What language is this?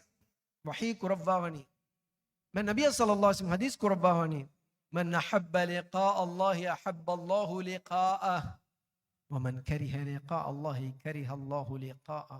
Divehi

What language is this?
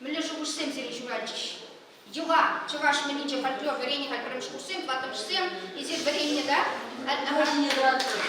Chuvash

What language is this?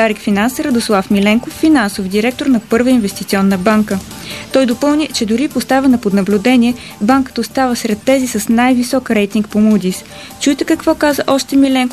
Bulgarian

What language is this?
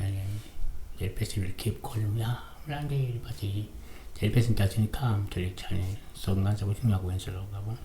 Zulu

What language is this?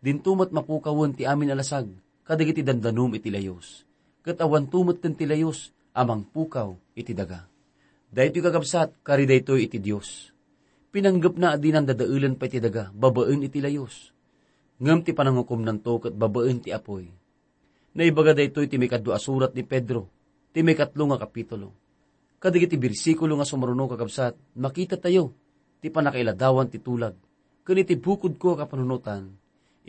Iloko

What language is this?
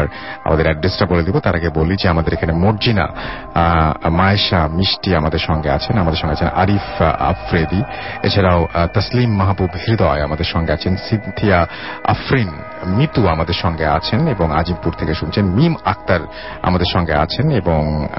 Bangla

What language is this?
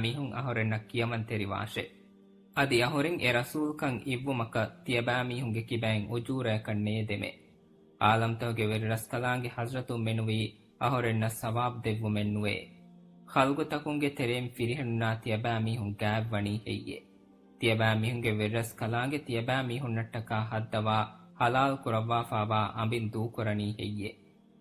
Divehi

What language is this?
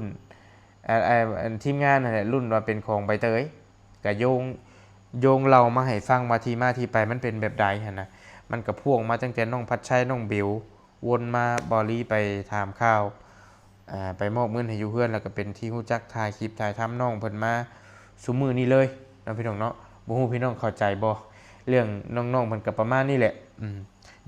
Lao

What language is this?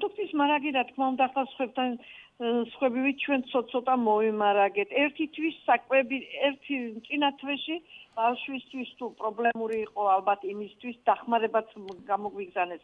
Georgian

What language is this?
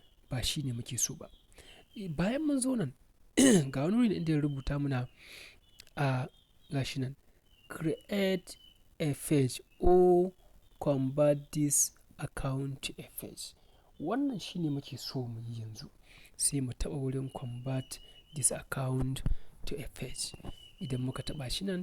Hausa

